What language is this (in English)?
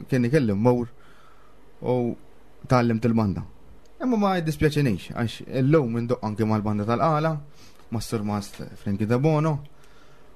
Maltese